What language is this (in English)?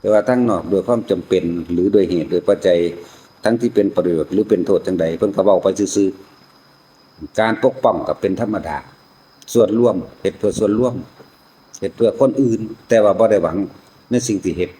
Northeastern Thai